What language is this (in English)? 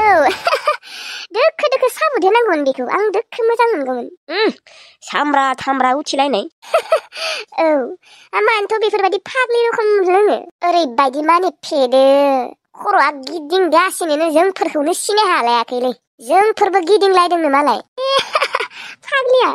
Bodo